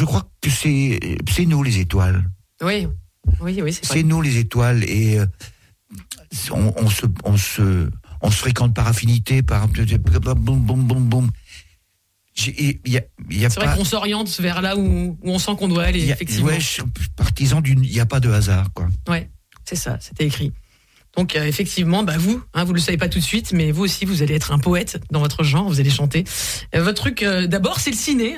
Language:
French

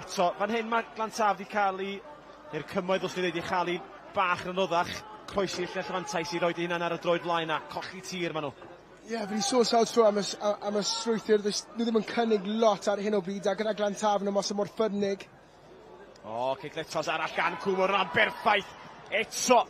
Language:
Welsh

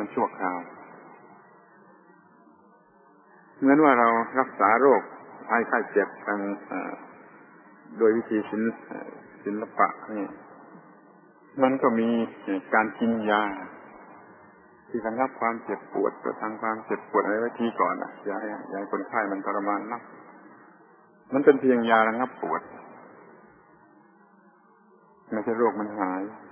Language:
Thai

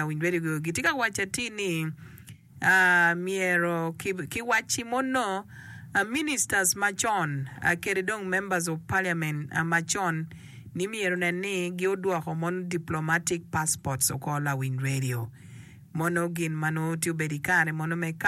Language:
Acoli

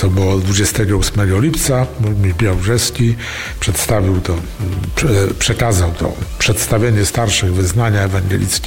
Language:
Polish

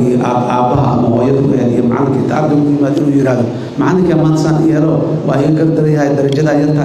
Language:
Somali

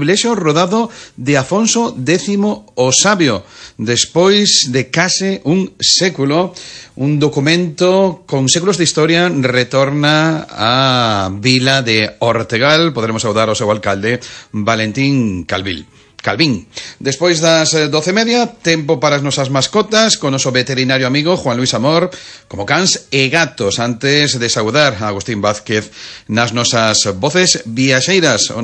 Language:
Galician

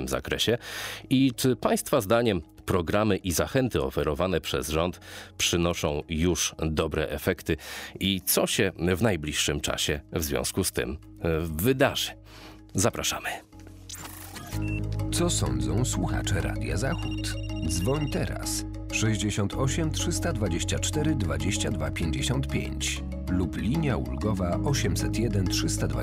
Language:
Polish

